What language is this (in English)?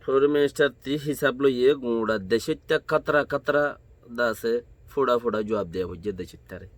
Rohingya